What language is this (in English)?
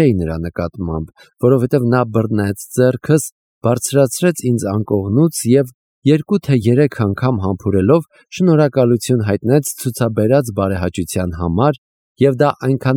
Armenian